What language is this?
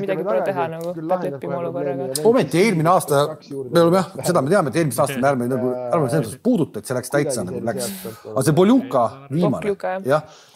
Estonian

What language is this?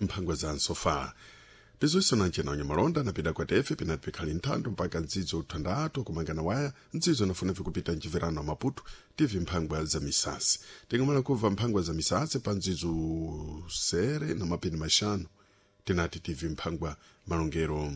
Sena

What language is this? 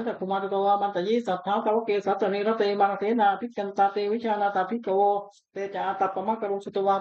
Pali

